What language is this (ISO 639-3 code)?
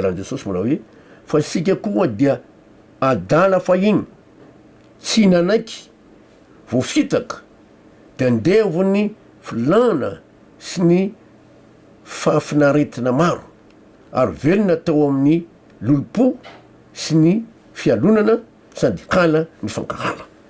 mlg